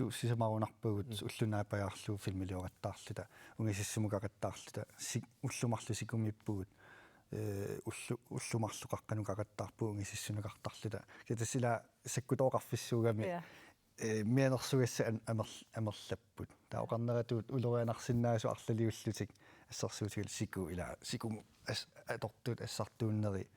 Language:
Kalaallisut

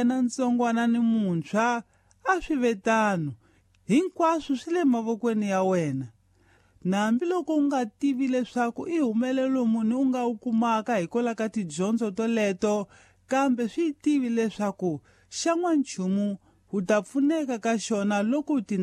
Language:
Tsonga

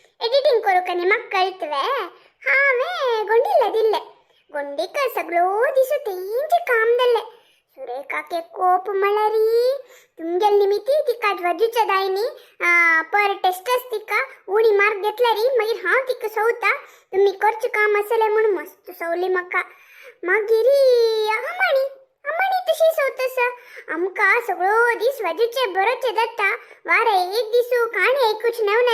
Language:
Konkani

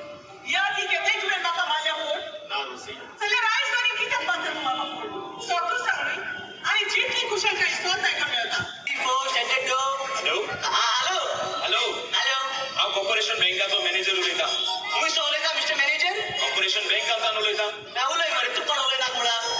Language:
Konkani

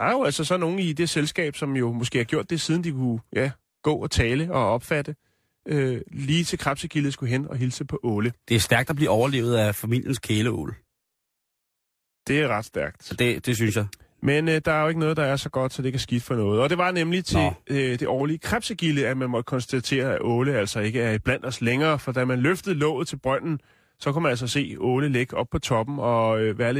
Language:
Danish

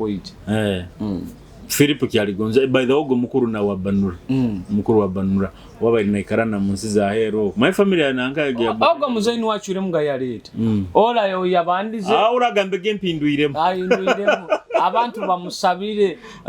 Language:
Nyoro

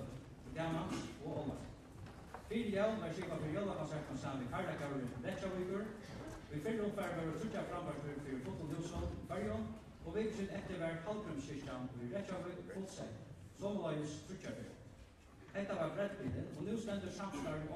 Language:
Faroese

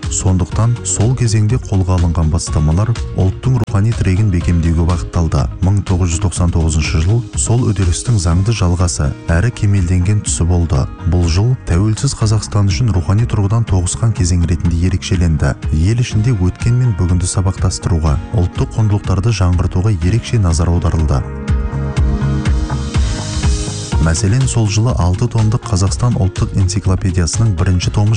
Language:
Kazakh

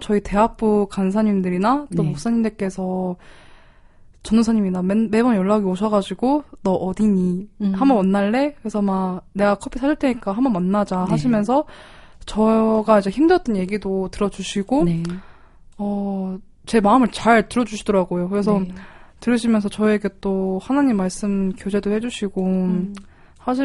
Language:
Korean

